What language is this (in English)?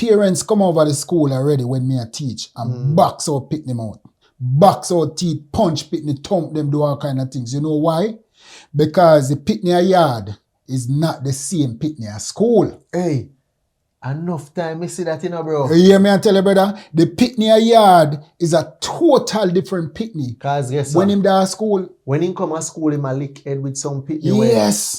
Jamaican Creole English